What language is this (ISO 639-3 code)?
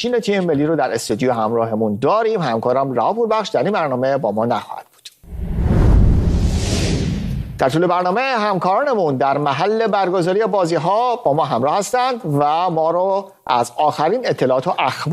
fas